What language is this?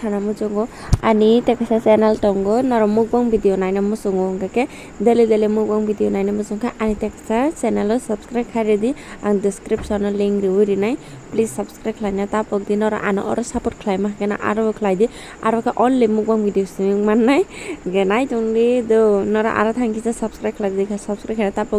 Kok Borok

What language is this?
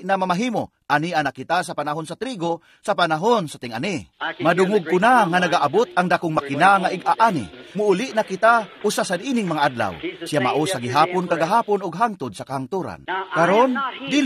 Cebuano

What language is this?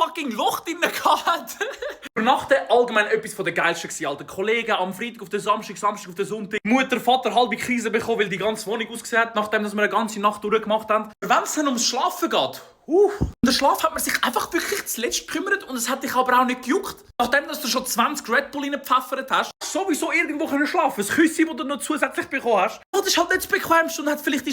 Swiss German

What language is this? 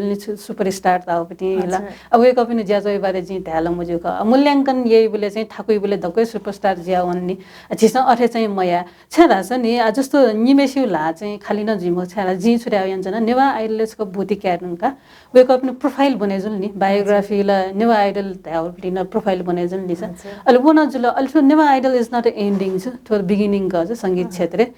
Newari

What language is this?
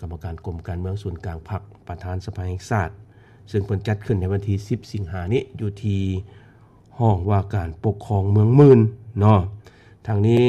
Lao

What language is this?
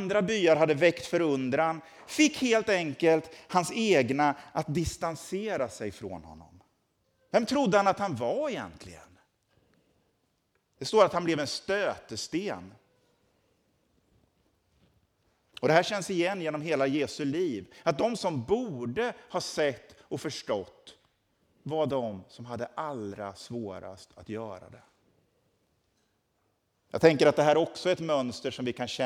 Swedish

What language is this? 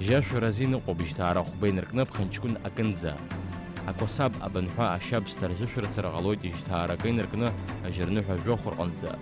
Abkhazian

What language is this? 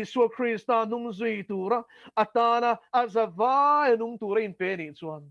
Mizo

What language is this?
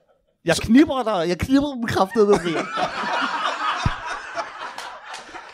Danish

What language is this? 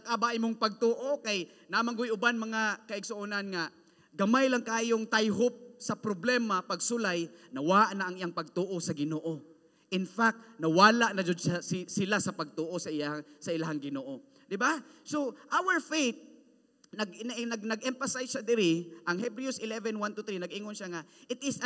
Cebuano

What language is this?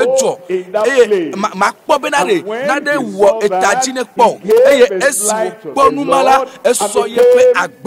Ewe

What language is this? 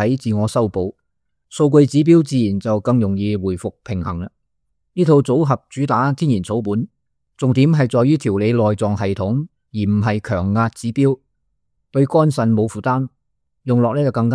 Cantonese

